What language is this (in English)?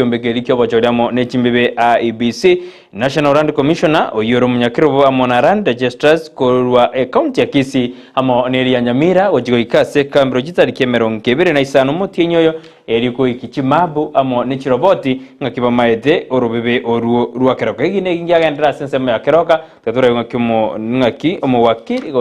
Gusii